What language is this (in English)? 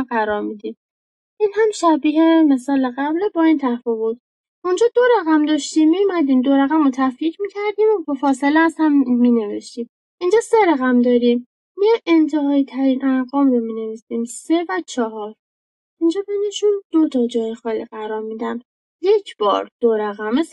Persian